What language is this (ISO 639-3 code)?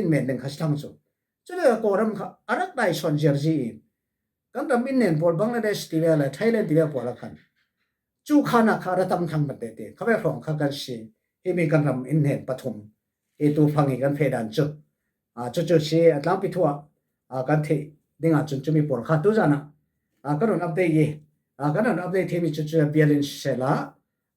cfm